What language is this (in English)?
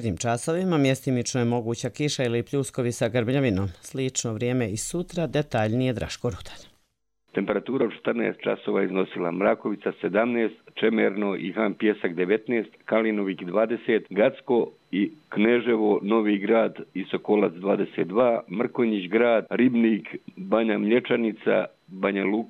Bosnian